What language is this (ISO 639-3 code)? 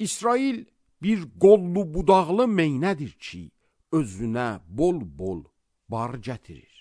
aze